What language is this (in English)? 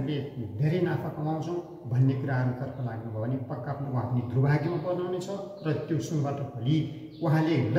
Nepali